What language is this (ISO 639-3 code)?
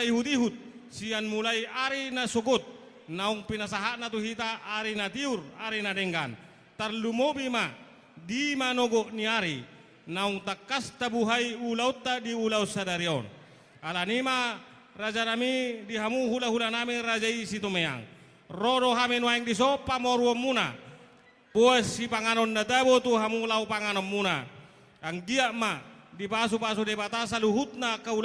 bbc